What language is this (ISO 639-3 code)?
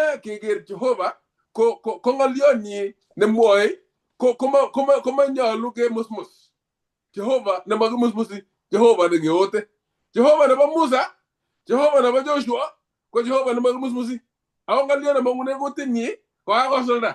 kln